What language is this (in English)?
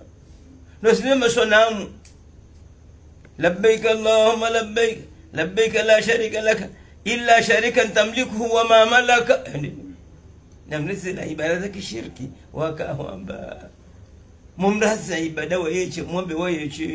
Swahili